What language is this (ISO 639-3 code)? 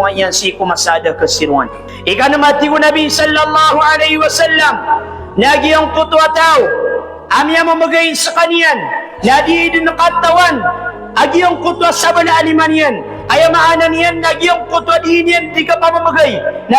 mrw